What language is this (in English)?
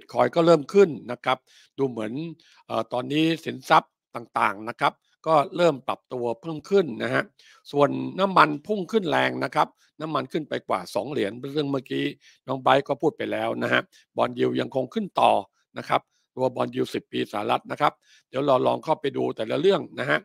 Thai